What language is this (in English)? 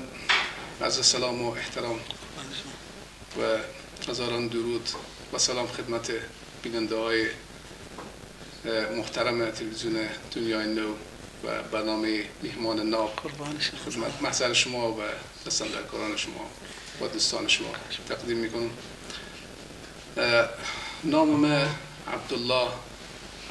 Persian